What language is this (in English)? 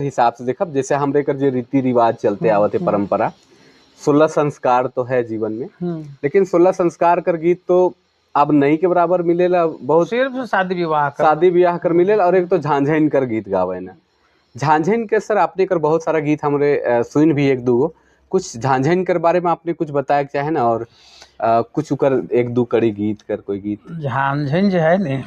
Sadri